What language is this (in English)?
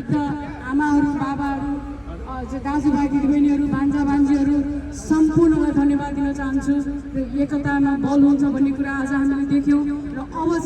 Nepali